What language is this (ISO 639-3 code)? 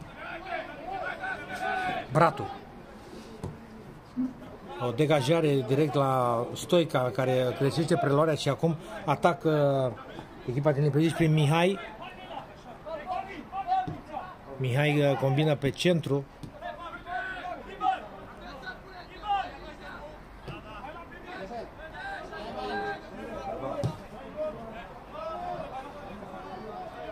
ron